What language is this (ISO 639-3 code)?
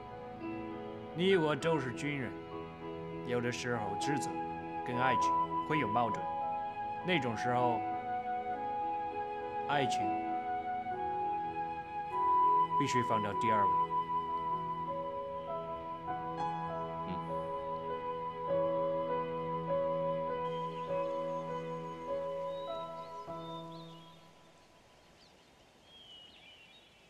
zho